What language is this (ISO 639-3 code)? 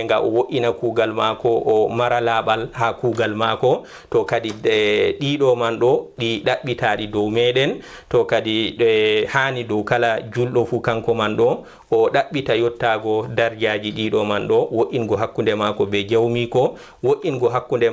ful